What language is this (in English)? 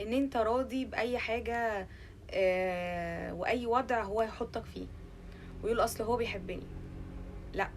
Egyptian Arabic